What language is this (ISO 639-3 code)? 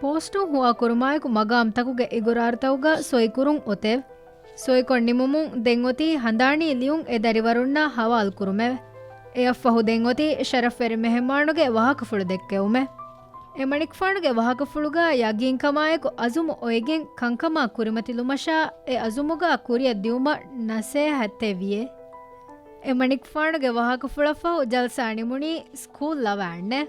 div